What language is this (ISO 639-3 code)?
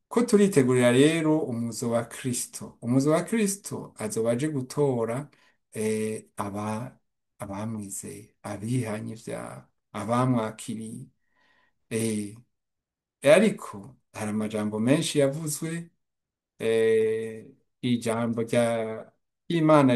run